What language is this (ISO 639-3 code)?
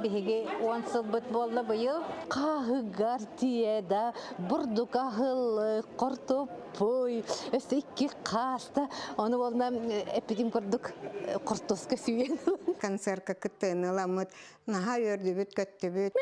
sah